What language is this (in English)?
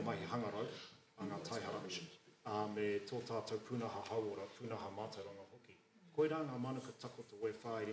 Māori